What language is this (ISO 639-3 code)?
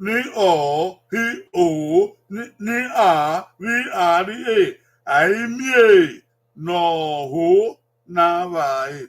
bin